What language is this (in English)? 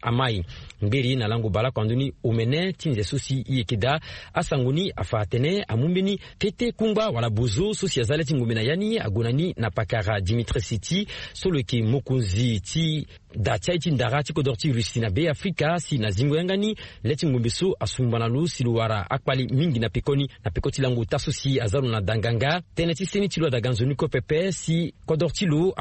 Sango